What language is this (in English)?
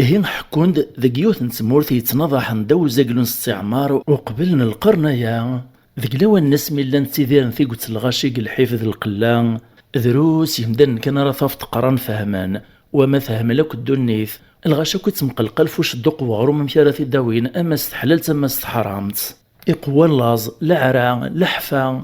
Kabyle